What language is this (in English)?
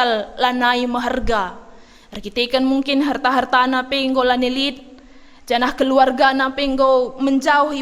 Batak Karo